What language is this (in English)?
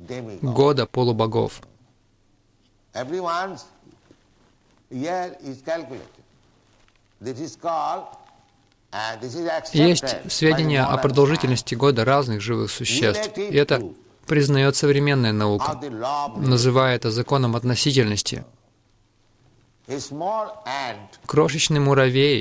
Russian